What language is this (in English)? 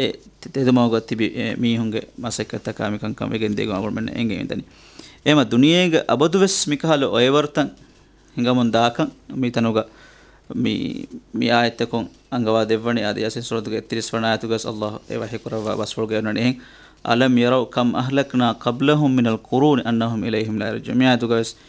Divehi